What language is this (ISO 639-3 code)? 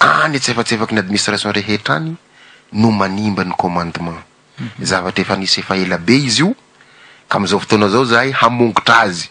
mlg